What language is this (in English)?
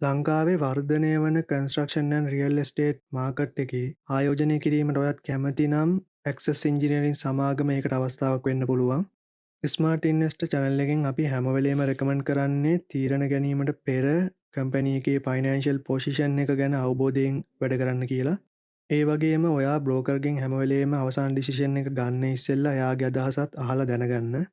Sinhala